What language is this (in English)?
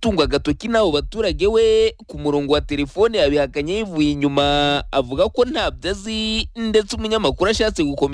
Kinyarwanda